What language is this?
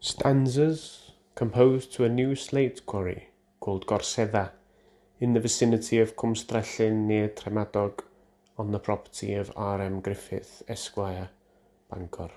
Welsh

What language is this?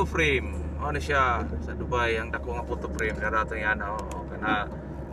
Cebuano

